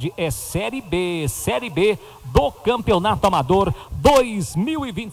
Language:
Portuguese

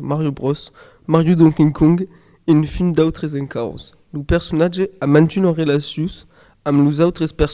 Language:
Occitan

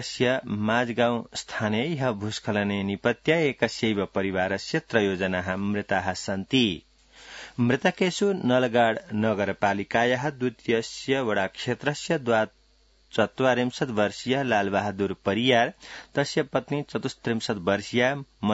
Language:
Sanskrit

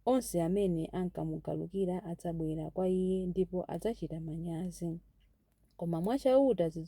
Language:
Nyanja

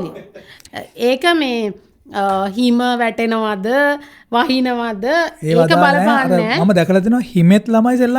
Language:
Sinhala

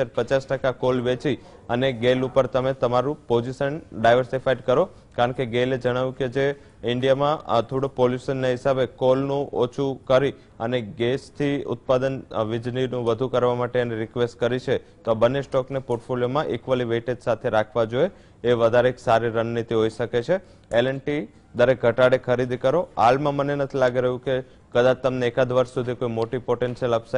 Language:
Gujarati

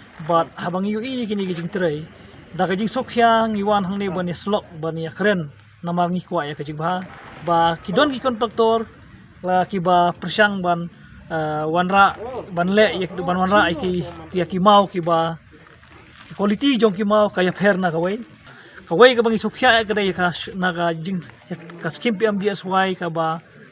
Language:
Khasi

